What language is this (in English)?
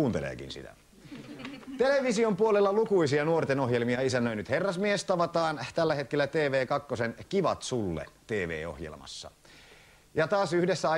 Finnish